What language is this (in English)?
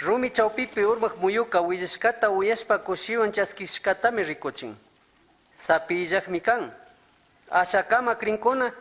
Chimborazo Highland Quichua